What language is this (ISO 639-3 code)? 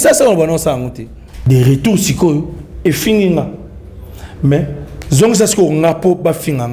lin